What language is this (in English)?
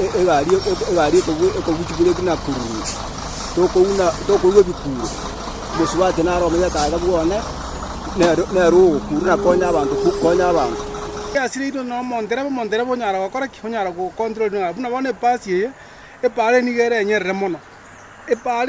Gusii